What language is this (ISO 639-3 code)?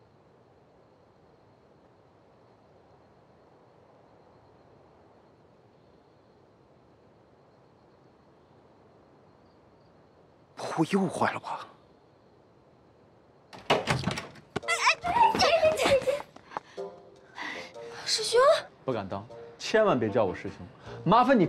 zho